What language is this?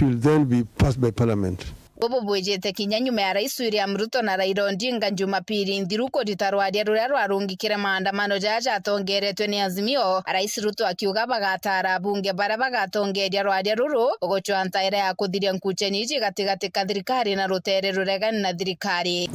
Meru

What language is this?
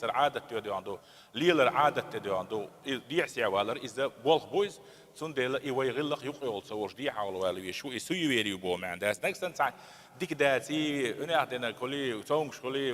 Chechen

